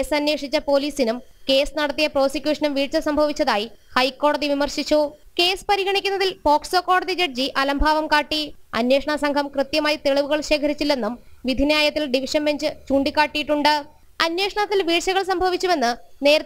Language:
Malayalam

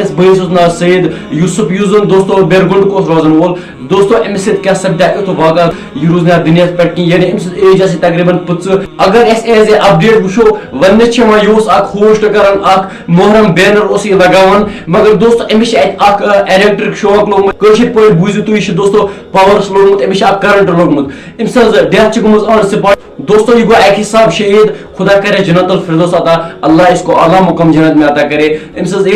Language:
Kashmiri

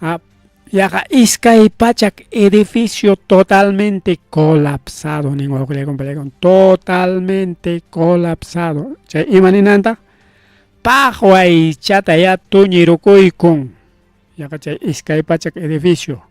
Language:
Ayacucho Quechua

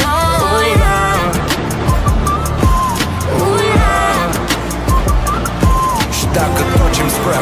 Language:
Romanian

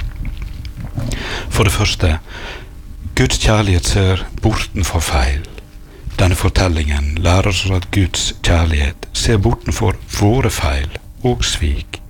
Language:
Norwegian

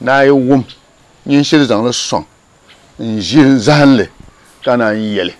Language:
Dagbani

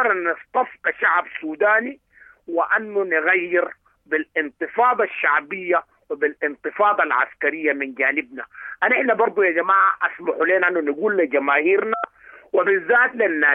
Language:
Sudanese Arabic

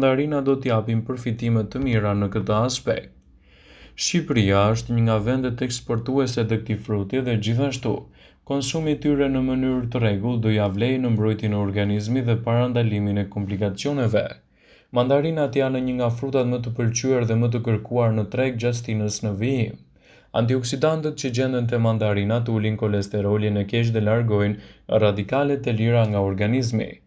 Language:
Albanian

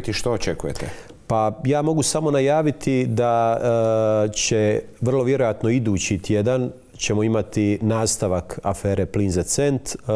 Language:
Croatian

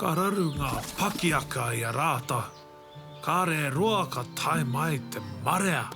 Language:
Māori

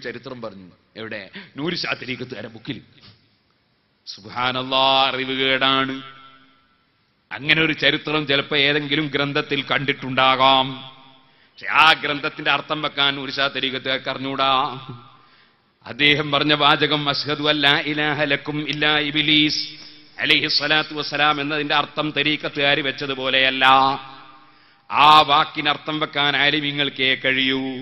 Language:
Malayalam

